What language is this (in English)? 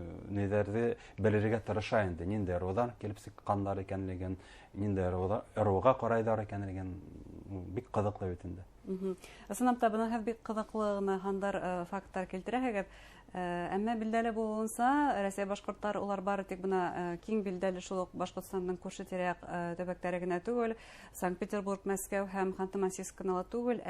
Bashkir